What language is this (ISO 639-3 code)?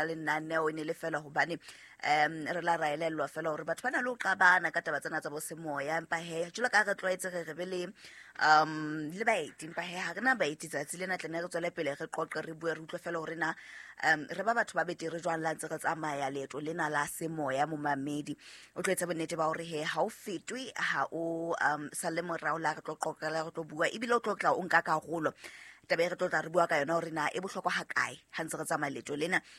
sot